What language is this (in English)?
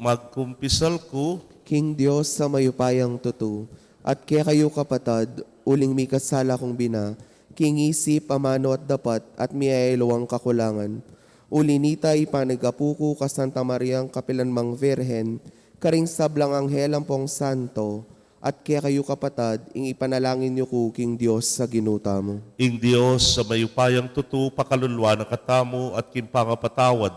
Pampanga